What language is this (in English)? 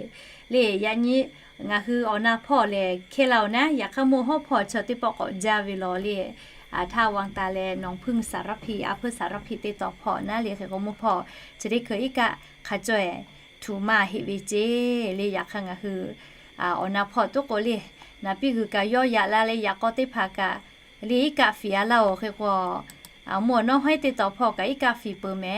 Lahu